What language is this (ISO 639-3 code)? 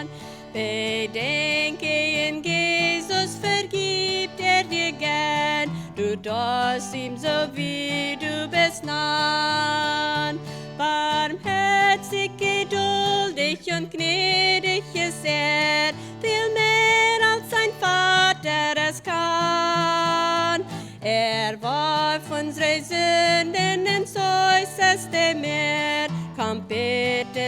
pdt